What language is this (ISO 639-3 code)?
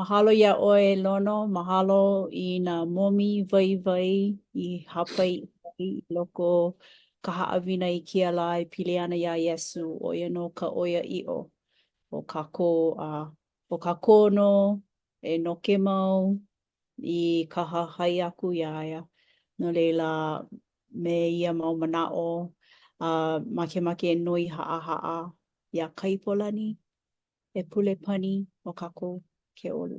haw